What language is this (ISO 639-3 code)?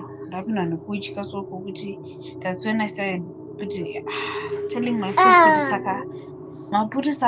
sna